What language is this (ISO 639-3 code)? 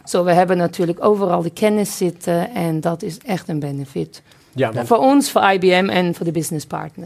nld